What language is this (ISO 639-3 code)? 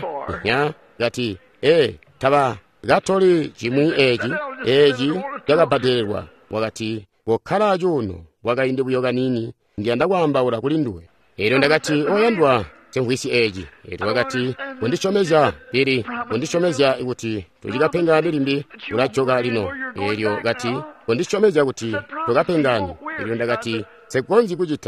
toi